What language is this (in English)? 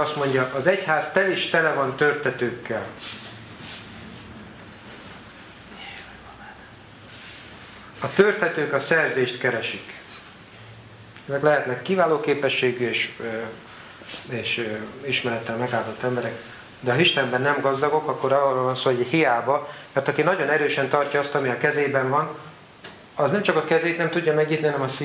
Hungarian